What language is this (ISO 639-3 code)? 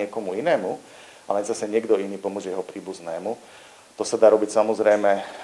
slk